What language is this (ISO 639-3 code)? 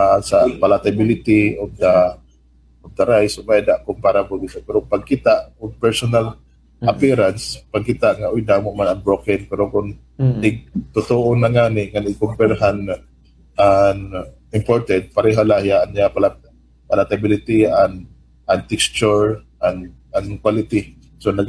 war